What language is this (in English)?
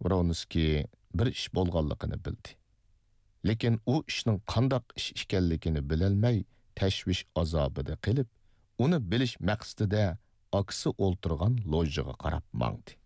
Uyghur